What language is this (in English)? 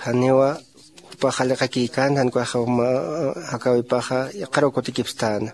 Aymara